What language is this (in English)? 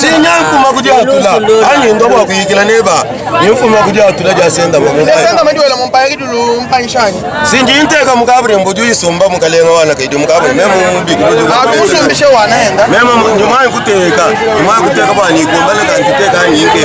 Luba-Lulua